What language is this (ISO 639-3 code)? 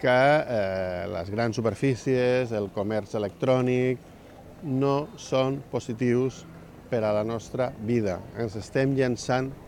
cat